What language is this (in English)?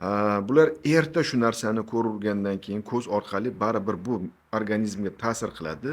Uzbek